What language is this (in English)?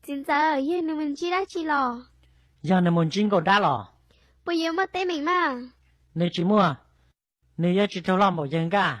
Hmong